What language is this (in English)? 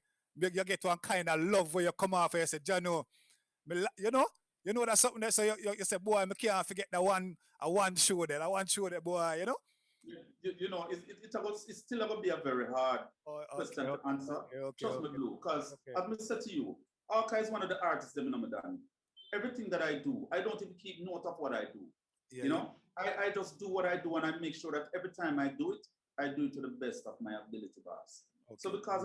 Jamaican Creole English